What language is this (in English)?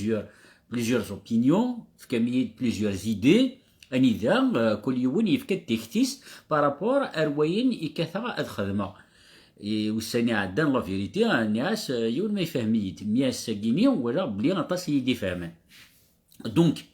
Kabyle